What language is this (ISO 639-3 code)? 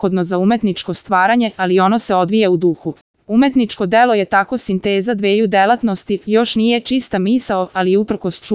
srp